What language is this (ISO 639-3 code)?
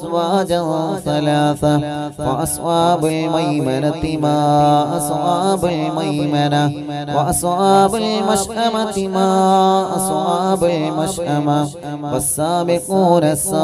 mal